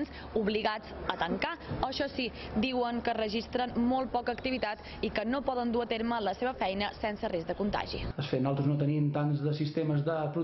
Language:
Catalan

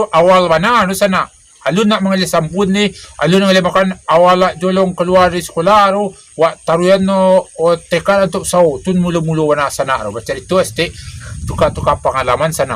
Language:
Minangkabau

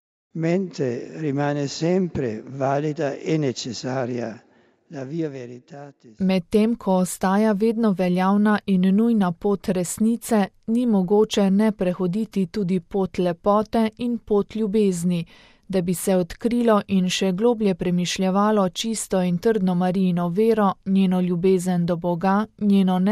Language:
Slovenian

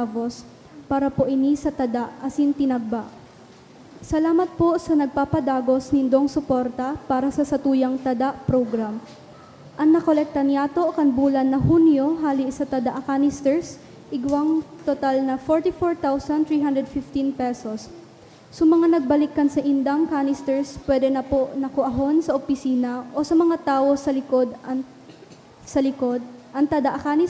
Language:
Bikol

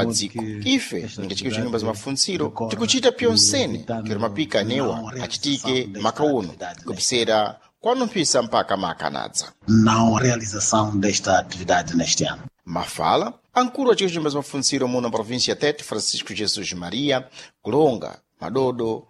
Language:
Sena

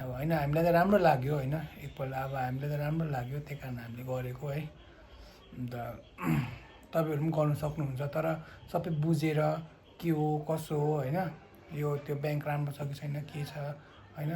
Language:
Nepali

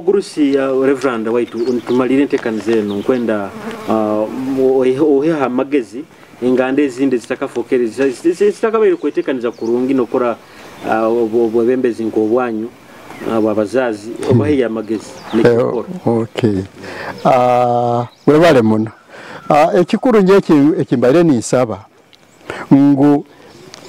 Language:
Nyoro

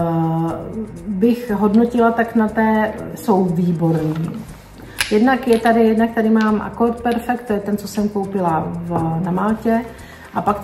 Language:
Czech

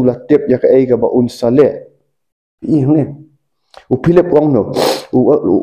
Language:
Khasi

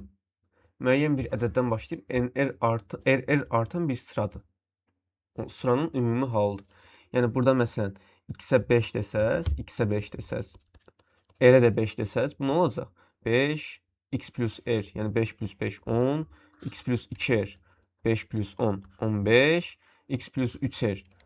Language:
Azerbaijani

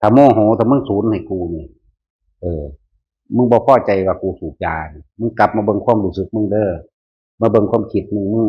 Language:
Northeastern Thai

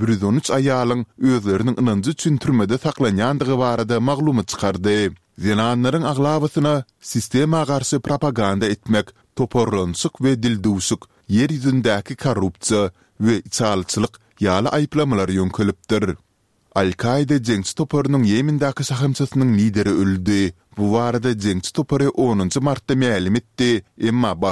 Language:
Turkmen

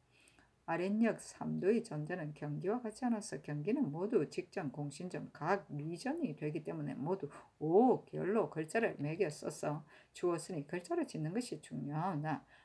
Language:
Korean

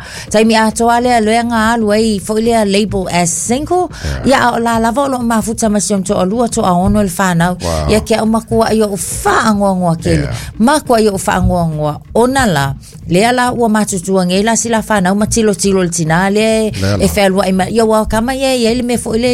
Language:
Samoan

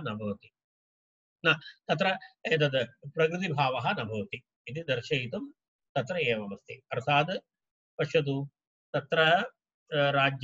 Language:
Sanskrit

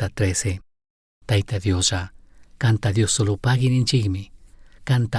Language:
Chimborazo Highland Quichua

